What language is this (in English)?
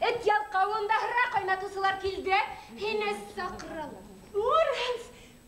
Bashkir